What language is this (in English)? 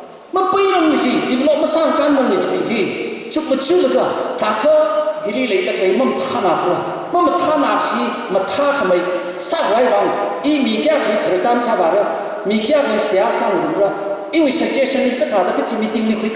Tangkhul Naga (India)